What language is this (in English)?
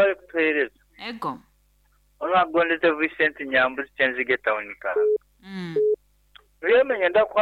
Nyankole